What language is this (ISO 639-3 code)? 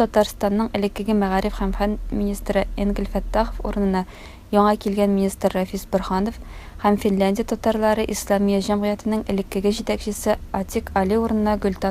tat